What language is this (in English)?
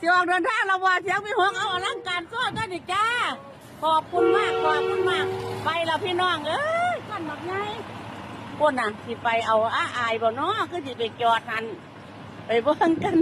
Northeastern Thai